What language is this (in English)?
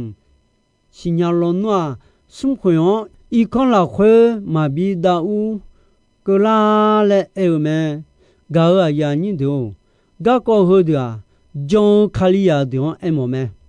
Akha